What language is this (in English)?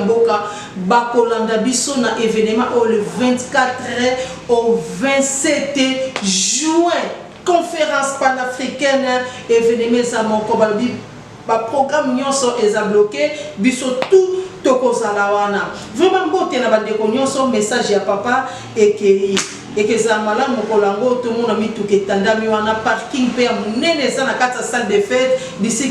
Lingala